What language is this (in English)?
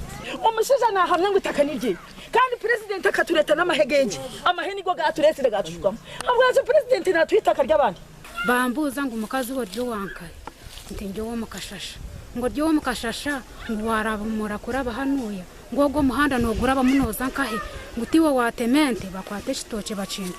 Nyankole